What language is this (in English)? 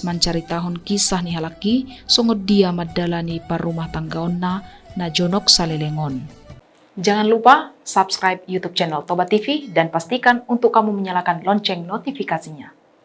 Batak Toba